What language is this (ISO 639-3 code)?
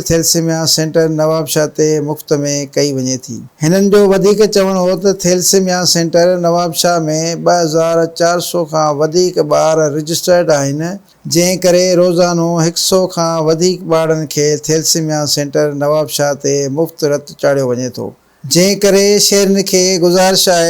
snd